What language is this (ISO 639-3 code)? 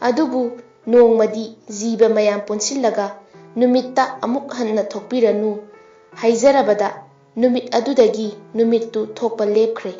mni